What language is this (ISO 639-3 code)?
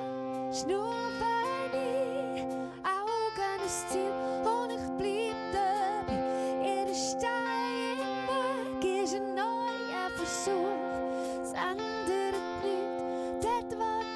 gsw